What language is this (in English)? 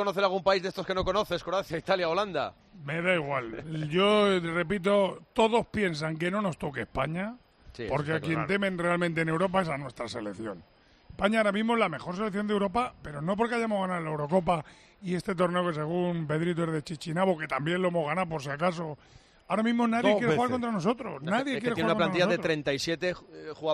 Spanish